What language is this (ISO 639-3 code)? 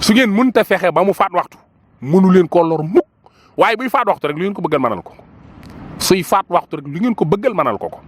wol